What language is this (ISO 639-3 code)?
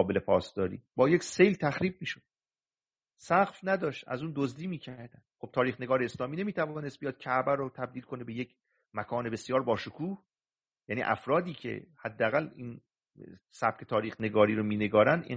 fas